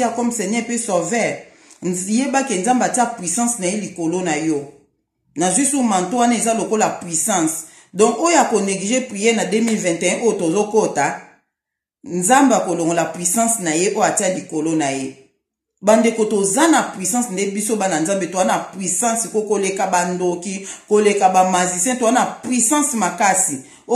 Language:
Lingala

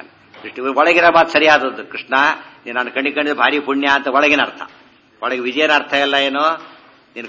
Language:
Kannada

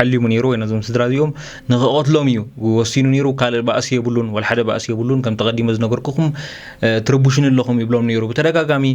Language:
Tigrinya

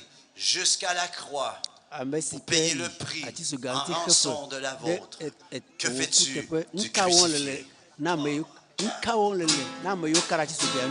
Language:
Ewe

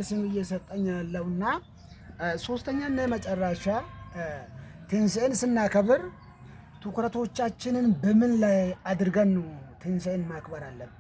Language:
Amharic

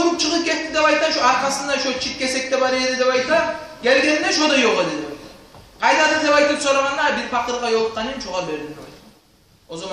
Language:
Kumyk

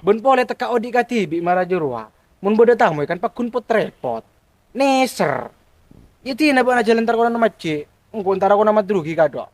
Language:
Madurese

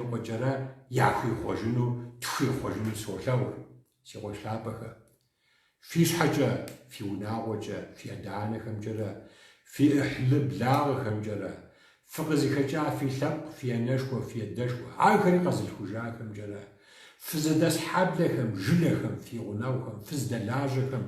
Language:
Kabardian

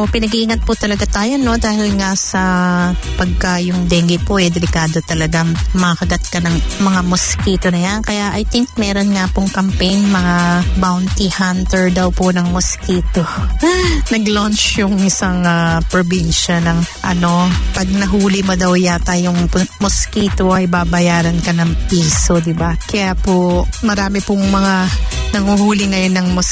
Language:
Filipino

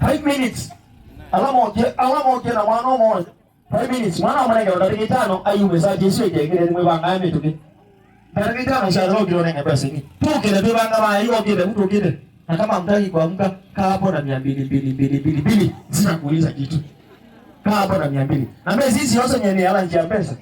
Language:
Kamba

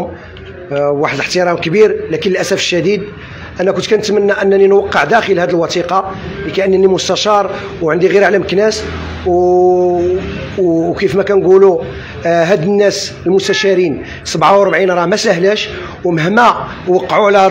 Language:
Moroccan Arabic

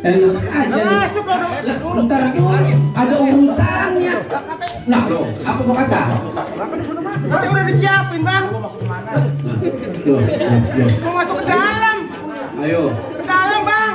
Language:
Betawi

